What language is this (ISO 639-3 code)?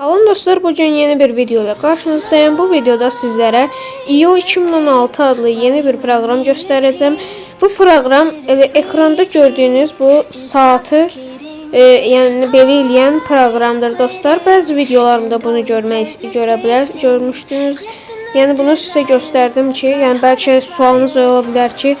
aze